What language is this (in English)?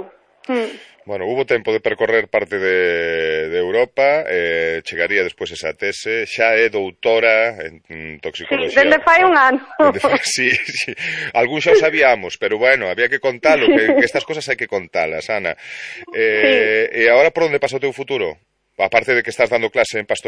Galician